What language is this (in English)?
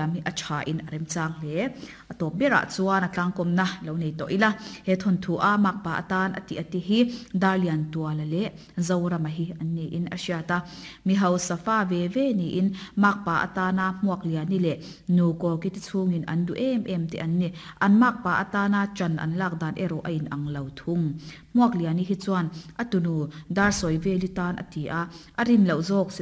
Mizo